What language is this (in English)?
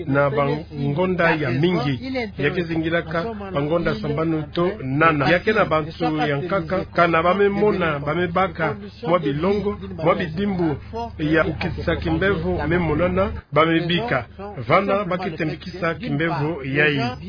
Kituba (Democratic Republic of Congo)